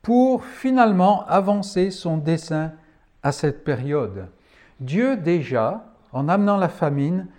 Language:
French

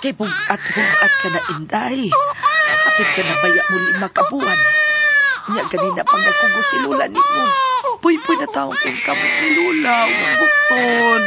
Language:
Cebuano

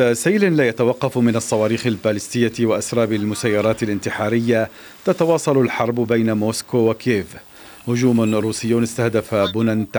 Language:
Arabic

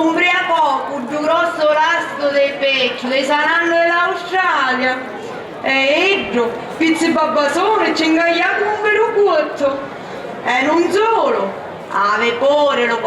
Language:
Sicilian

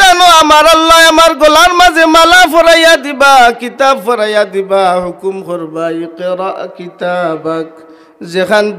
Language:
Sylheti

